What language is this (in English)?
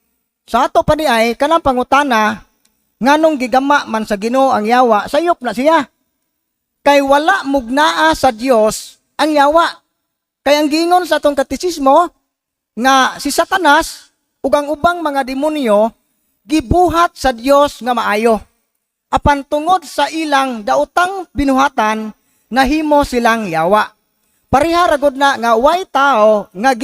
Cebuano